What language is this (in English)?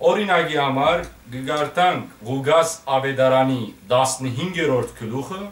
Western Armenian